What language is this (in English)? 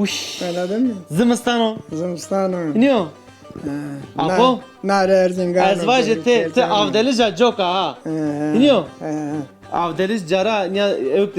Zaza